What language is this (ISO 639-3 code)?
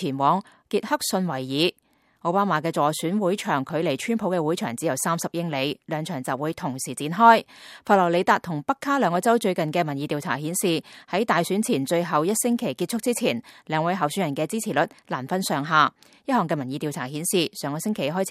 yue